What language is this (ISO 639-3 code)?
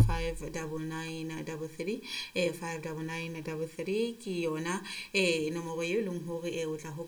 sot